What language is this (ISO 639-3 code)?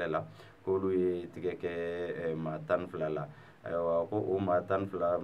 bam